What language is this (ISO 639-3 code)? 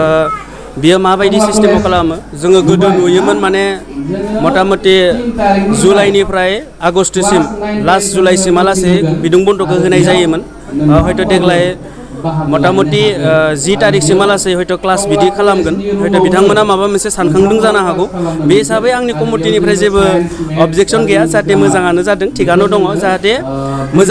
brx